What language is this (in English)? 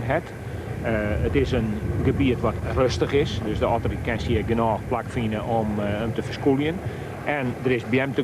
Western Frisian